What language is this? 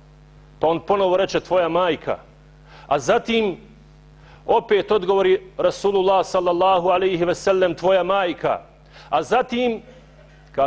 Bosnian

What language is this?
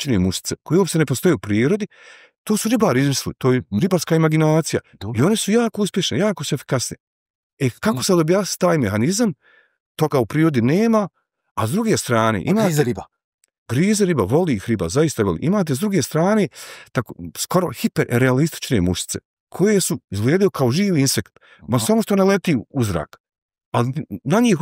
Bosnian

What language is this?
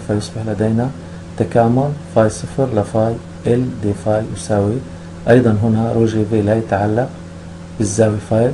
Arabic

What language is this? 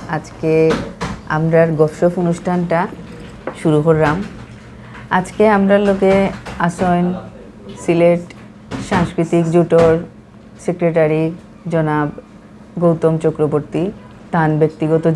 Sylheti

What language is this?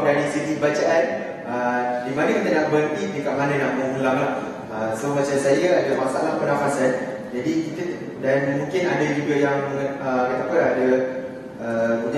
Malay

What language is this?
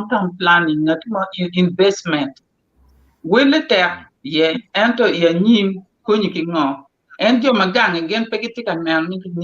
Acoli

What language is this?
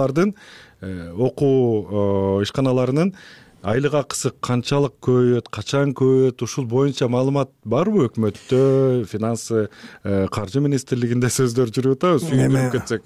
Kyrgyz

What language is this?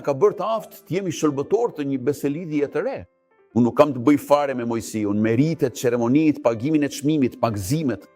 Albanian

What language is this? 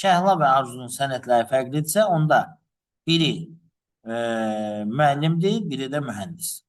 Azerbaijani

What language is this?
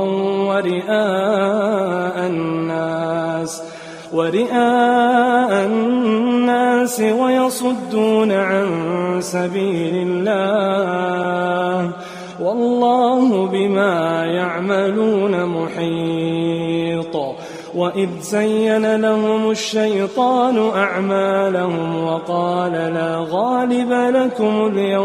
Arabic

